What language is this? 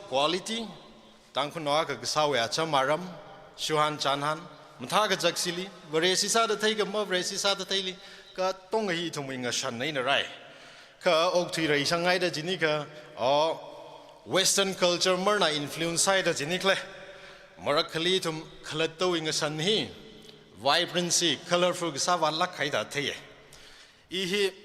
Tangkhul Naga (India)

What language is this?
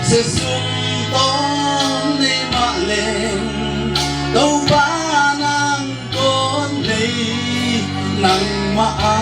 Paite Chin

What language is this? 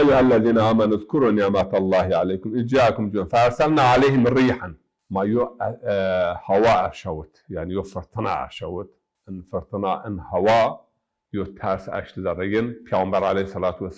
Zaza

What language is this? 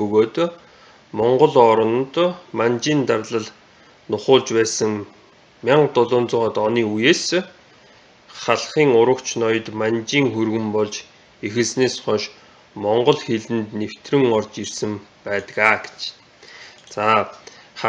Mongolian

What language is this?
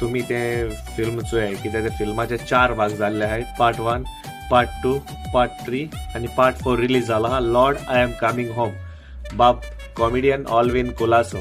Konkani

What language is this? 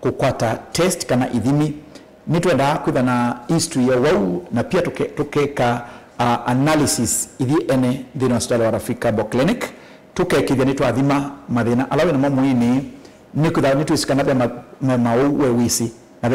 Kamba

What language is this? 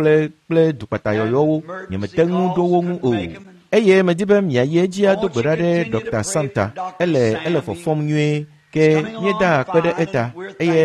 Ewe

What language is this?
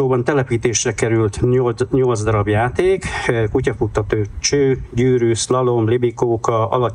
Hungarian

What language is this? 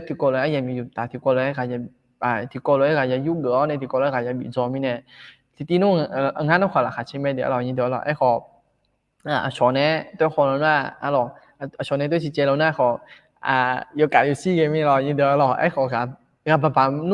Akha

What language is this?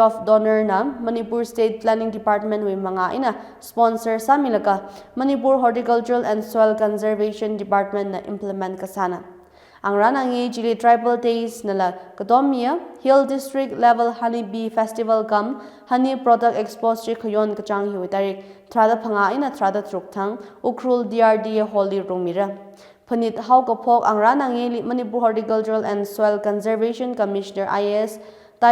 Tangkhul Naga (India)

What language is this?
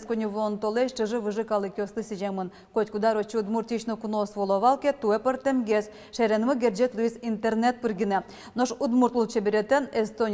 Udmurt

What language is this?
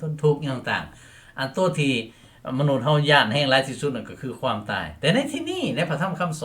Lao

